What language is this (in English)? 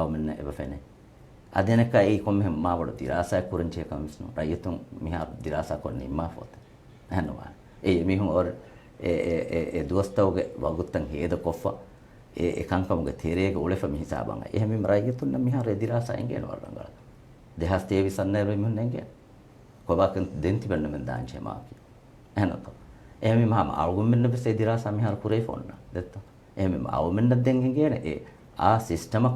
Divehi